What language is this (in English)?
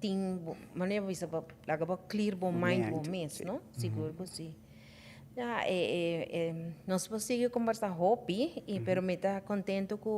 Papiamento